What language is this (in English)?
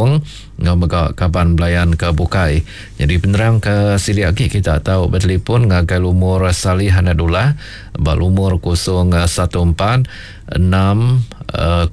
Iban